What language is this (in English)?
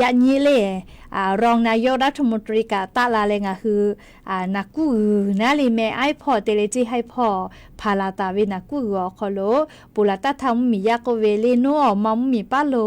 Lahu